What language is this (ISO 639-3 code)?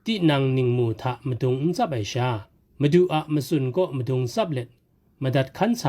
kac